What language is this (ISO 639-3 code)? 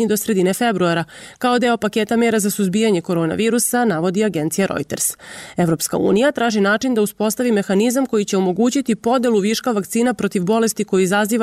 srp